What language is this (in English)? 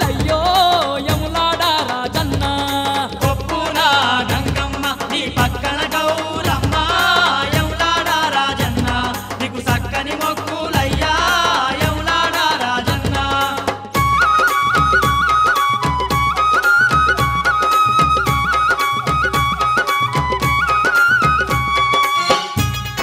Telugu